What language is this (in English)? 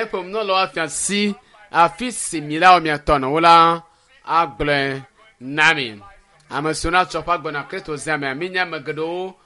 Ewe